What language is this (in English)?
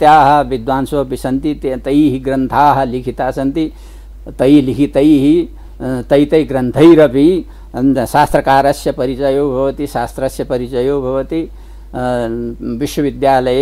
Sanskrit